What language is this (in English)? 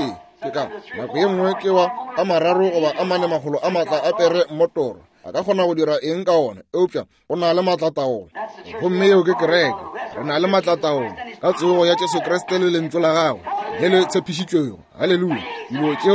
Northern Sotho